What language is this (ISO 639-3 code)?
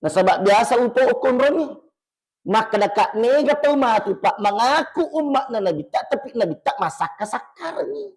bug